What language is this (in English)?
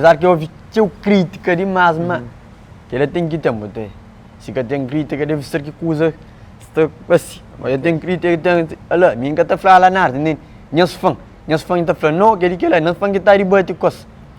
Kabuverdianu